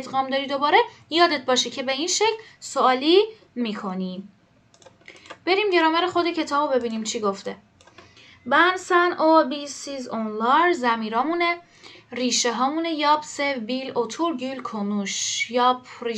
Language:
Persian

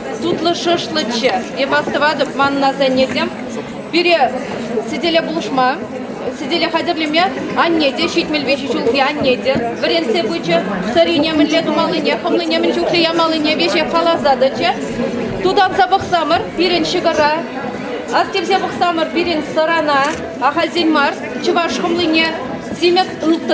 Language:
Chuvash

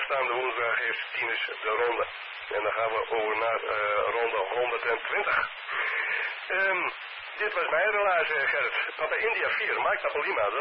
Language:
Dutch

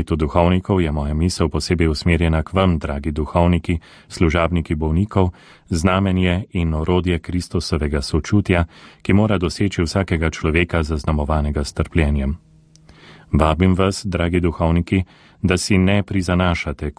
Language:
Slovenian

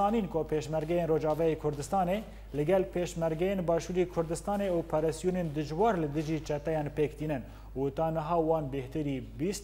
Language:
Kurdish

